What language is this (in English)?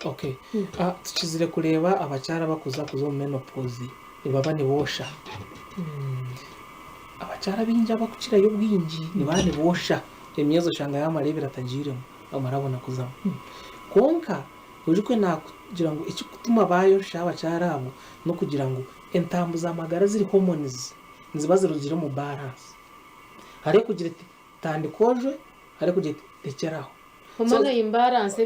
Nyankole